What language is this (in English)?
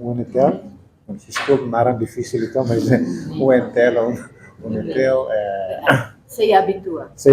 Tetum